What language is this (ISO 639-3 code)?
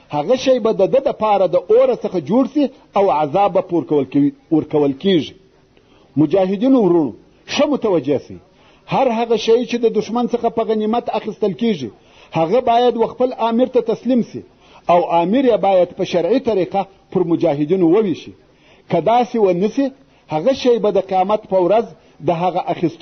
pus